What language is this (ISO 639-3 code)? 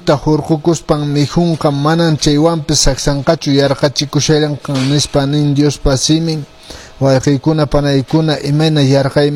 que